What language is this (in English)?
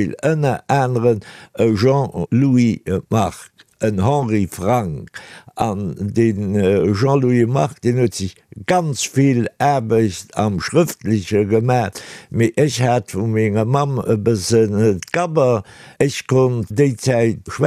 Luxembourgish